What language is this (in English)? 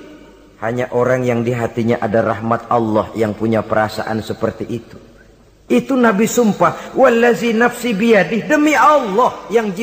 Indonesian